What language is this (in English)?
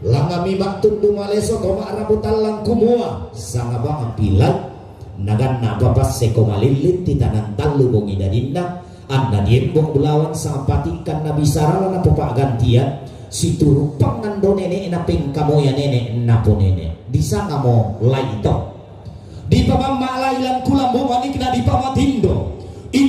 Toraja-Sa'dan